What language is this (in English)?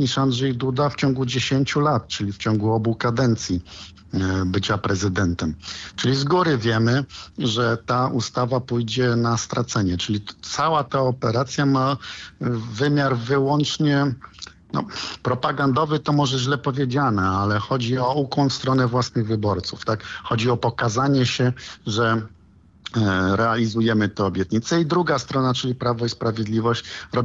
Polish